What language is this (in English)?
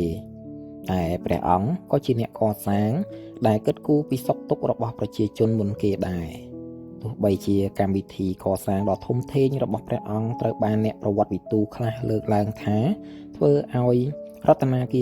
Khmer